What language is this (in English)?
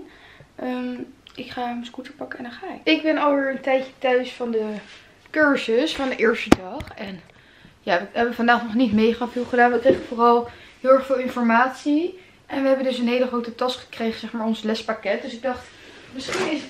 Dutch